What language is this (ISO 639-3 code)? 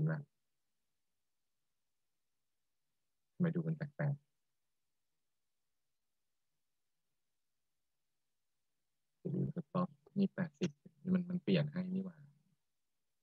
tha